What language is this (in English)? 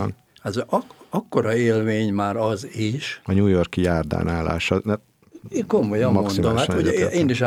Hungarian